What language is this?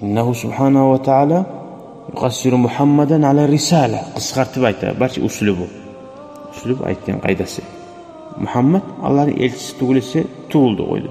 Kumyk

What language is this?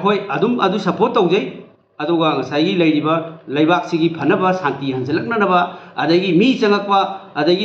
Manipuri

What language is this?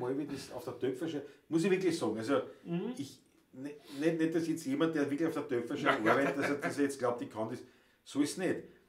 Bavarian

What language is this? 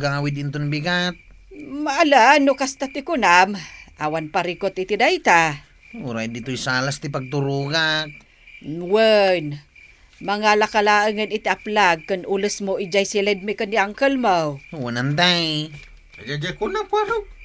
Iloko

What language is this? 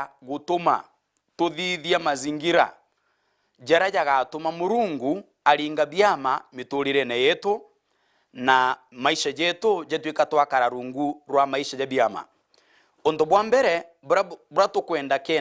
Meru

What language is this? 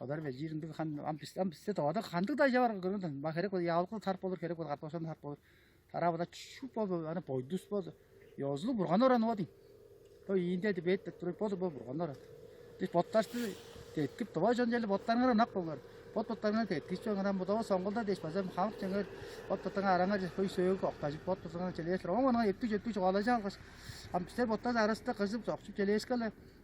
Tuvinian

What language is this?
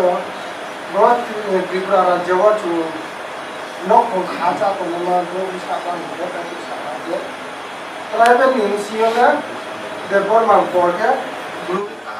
Riang (India)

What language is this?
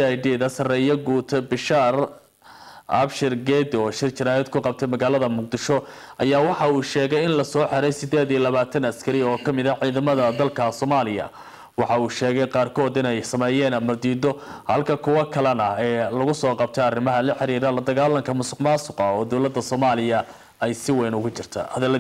Somali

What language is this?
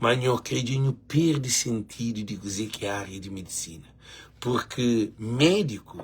Kabuverdianu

